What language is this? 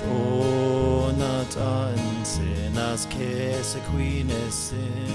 Navajo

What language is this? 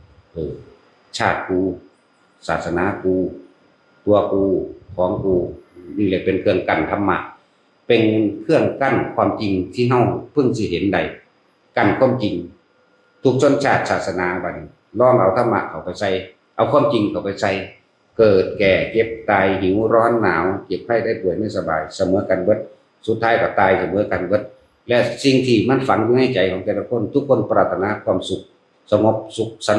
Northeastern Thai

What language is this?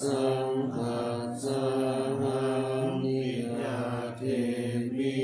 Pali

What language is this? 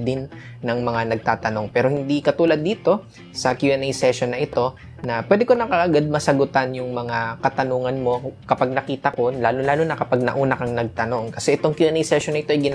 Filipino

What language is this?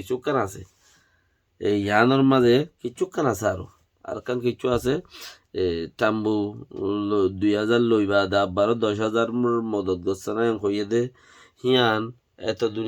Rohingya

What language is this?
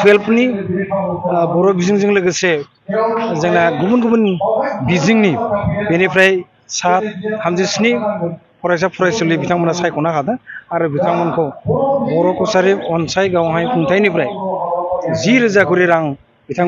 Bodo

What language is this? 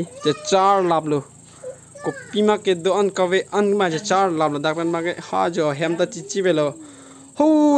Karbi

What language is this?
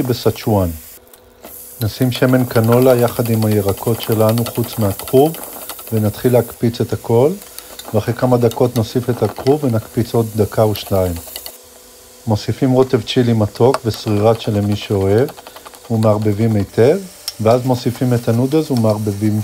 Hebrew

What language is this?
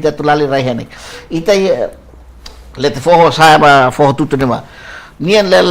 Tetum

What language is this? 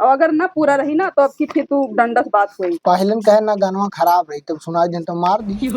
Awadhi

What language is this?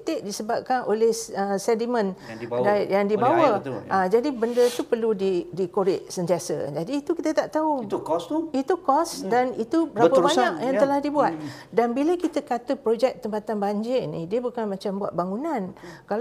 Malay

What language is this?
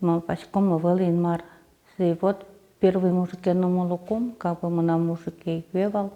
Udmurt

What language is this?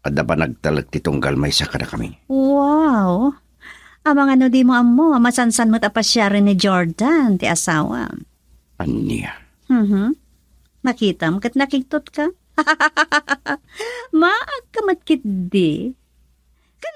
Iloko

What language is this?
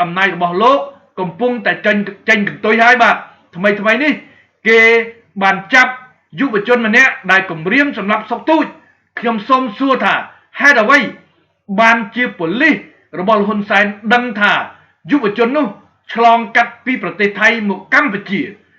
Khmer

